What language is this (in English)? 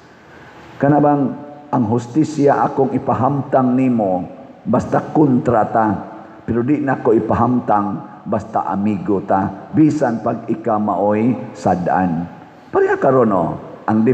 Cebuano